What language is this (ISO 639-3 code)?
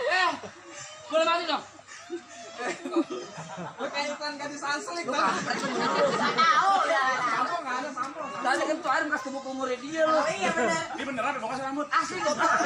bew